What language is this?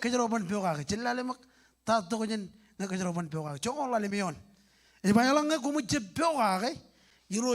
Marshallese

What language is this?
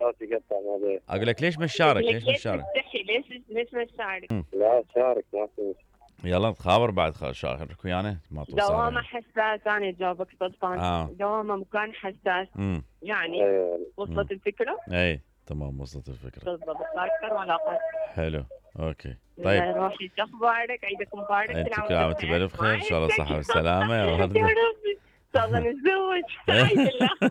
Mesopotamian Arabic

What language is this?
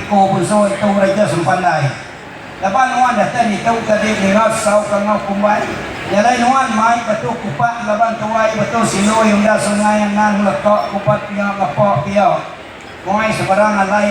Iban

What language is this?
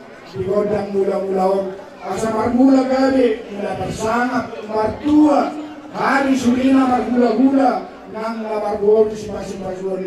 Batak Toba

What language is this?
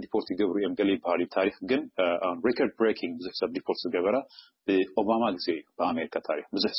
Tigrinya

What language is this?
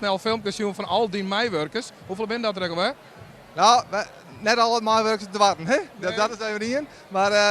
Western Frisian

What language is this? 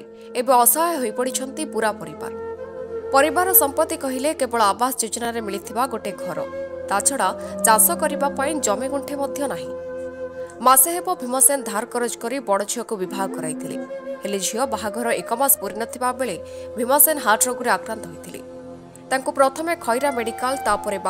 Odia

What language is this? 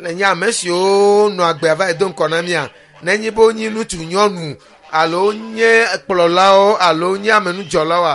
Ewe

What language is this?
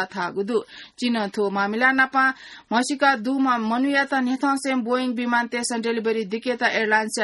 Newari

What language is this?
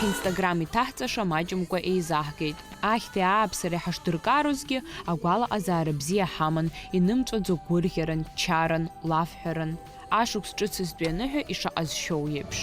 Abkhazian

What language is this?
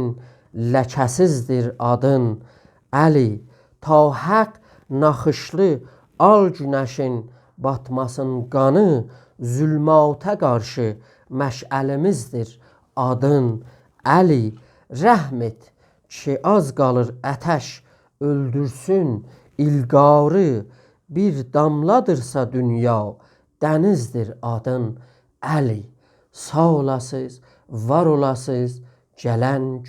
South Azerbaijani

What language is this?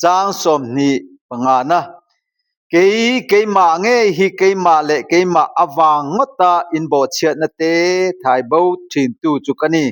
Mizo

